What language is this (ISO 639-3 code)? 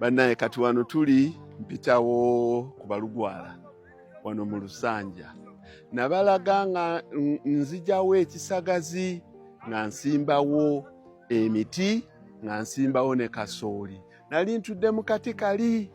lug